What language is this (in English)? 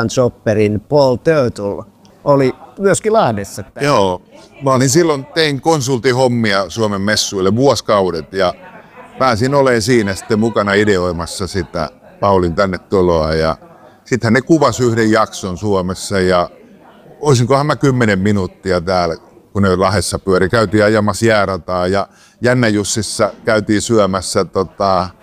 Finnish